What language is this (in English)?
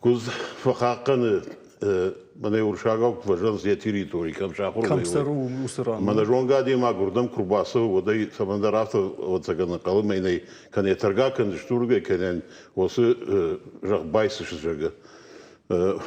Ossetic